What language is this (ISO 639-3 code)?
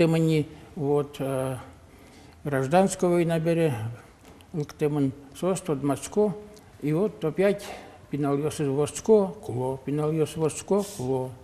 udm